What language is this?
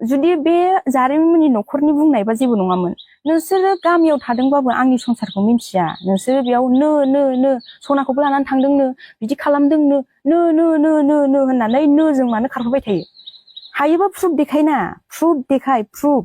Bodo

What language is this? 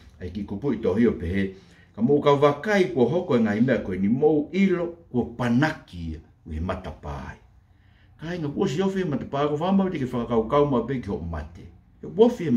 Tongan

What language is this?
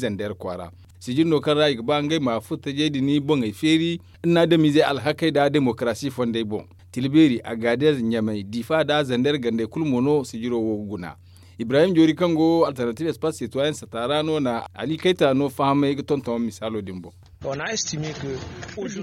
Zarma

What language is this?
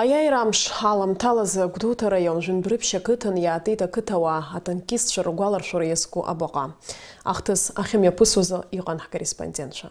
Abkhazian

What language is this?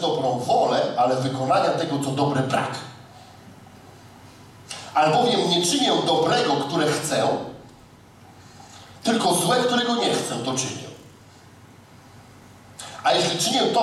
Polish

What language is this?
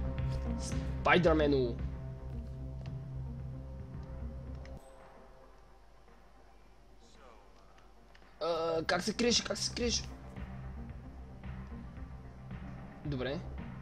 Bulgarian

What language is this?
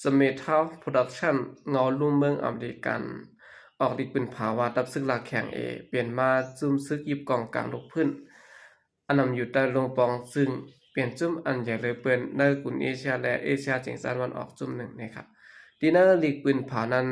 Shan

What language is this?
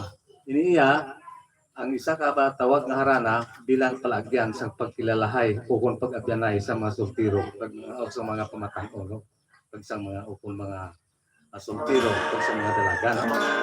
Hiligaynon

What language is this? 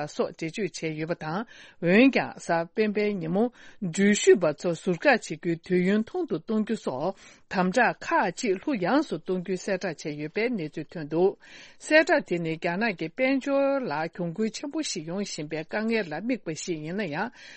Tibetan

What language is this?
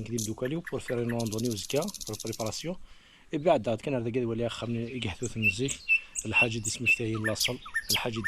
Kabyle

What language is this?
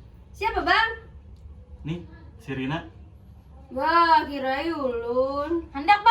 Banjar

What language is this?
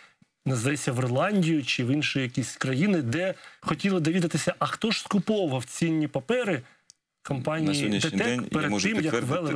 Ukrainian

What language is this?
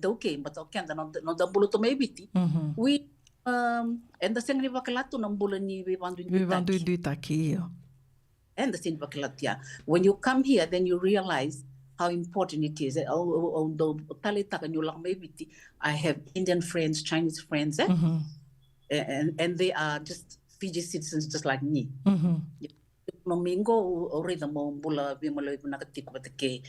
Fijian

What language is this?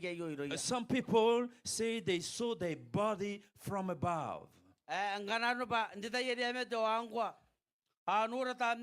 Gilbertese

